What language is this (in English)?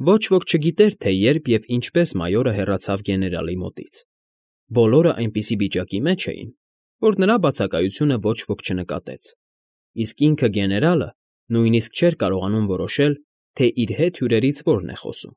Armenian